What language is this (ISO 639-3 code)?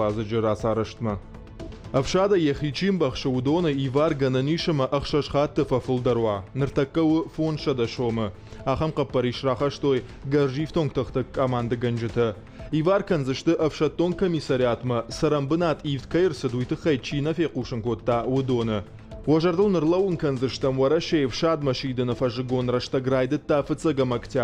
oss